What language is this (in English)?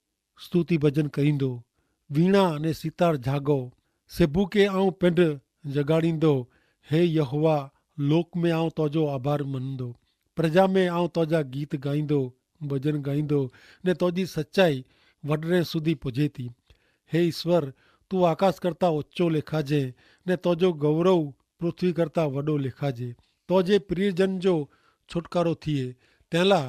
Kachhi